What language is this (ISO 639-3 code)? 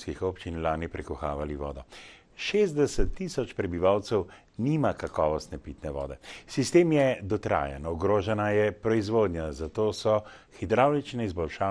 slv